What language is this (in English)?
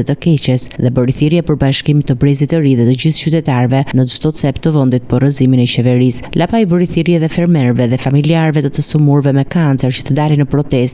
Albanian